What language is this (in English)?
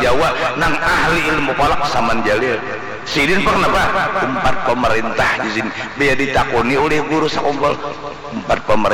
Banjar